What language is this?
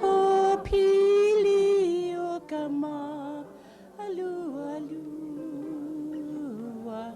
Hawaiian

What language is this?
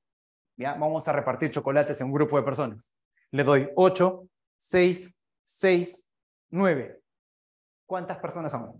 Spanish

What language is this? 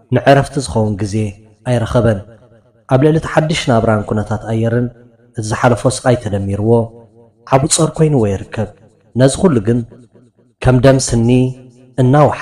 Tigrinya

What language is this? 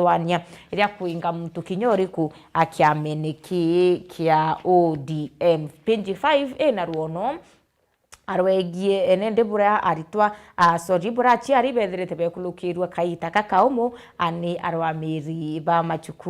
Meru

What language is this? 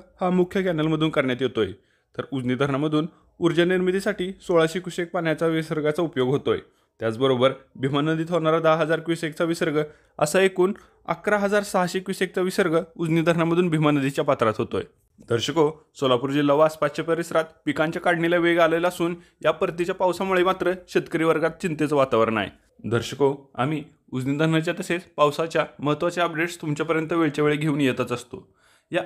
Marathi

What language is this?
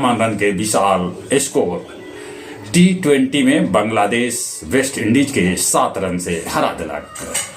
Magahi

